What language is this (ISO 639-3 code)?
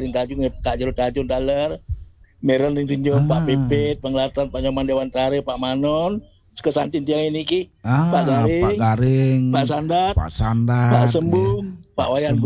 ban